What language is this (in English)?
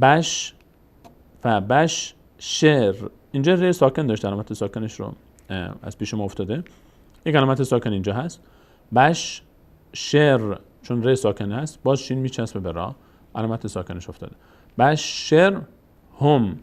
Persian